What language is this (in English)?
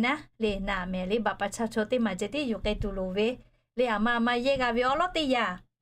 Lahu